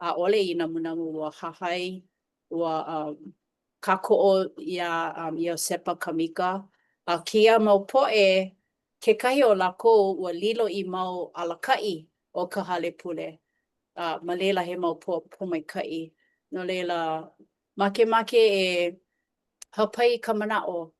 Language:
Hawaiian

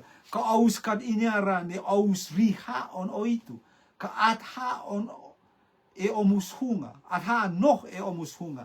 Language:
Rotuman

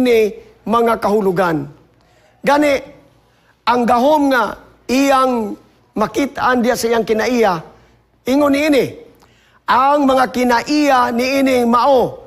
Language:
Cebuano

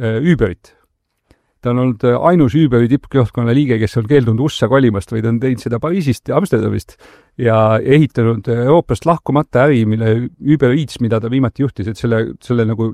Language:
Estonian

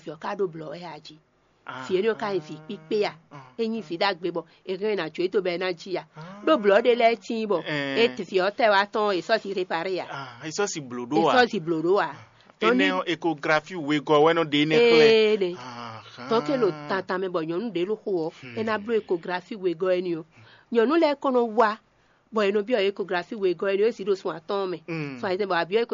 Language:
Fon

